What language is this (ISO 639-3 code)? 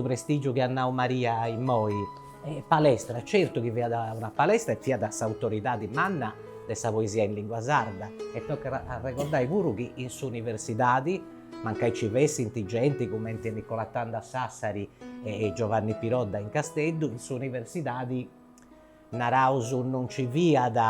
srd